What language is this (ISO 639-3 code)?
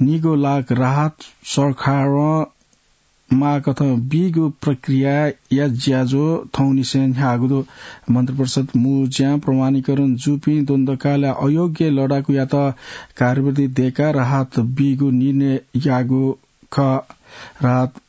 new